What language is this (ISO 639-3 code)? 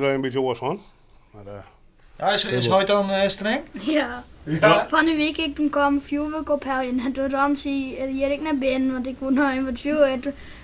fry